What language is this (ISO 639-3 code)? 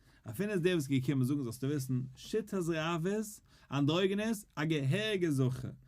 yid